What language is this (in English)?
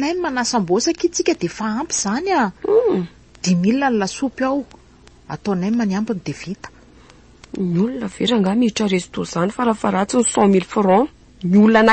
Malagasy